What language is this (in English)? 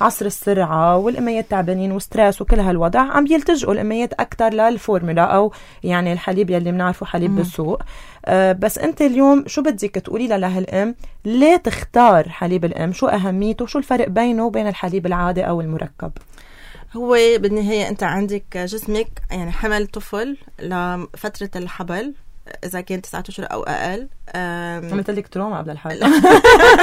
North Levantine Arabic